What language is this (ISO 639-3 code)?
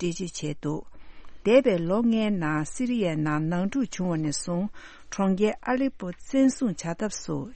bod